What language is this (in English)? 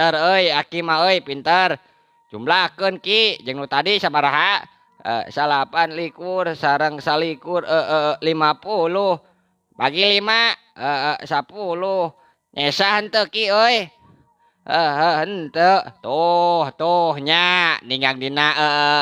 Sundanese